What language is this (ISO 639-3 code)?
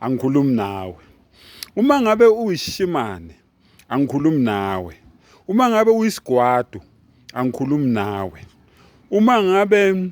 zul